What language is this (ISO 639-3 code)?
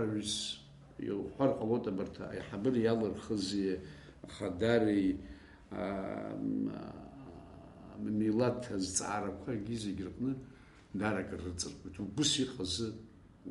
abk